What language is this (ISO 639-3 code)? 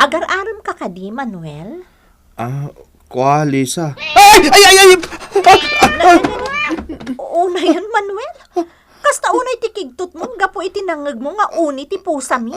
ilo